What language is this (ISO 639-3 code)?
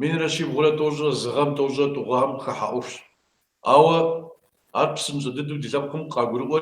kbd